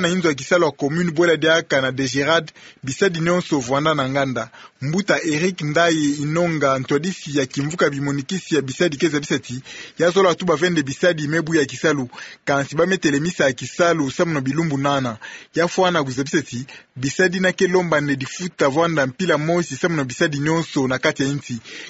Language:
Kituba (Democratic Republic of Congo)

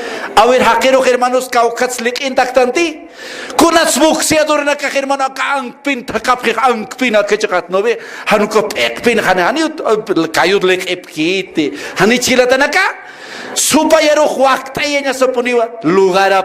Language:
Aymara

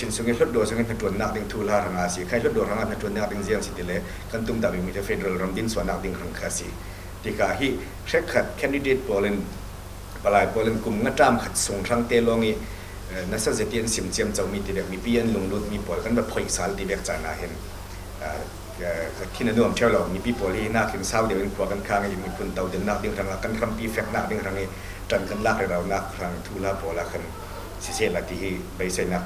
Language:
Falam Chin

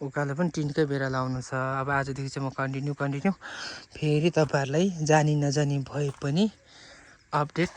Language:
Nepali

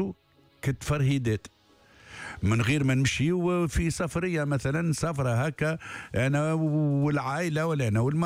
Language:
Tunisian Arabic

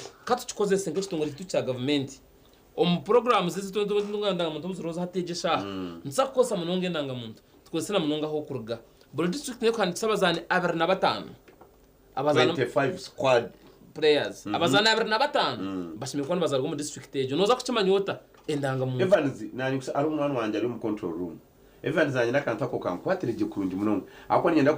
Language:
Nyankole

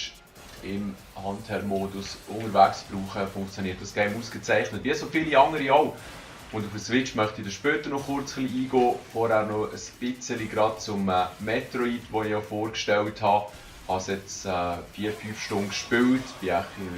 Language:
Swiss German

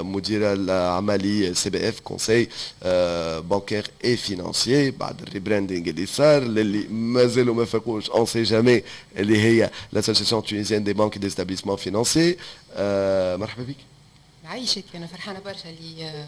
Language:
Tunisian Arabic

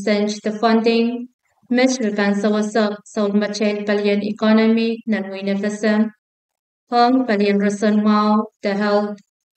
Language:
Pohnpeian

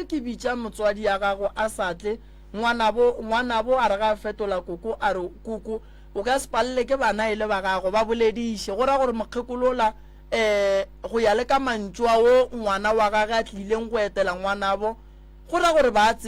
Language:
Northern Sotho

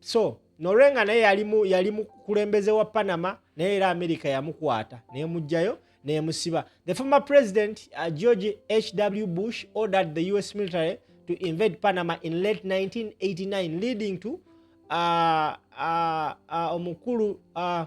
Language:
Ganda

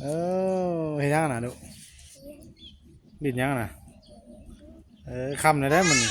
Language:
Northeastern Thai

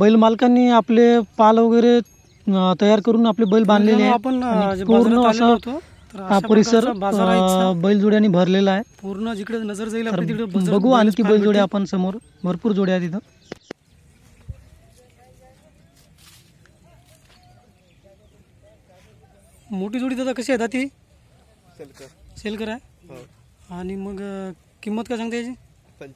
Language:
Marathi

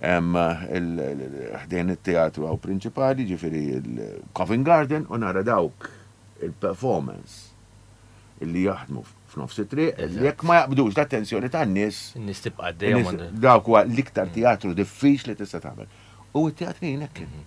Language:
Maltese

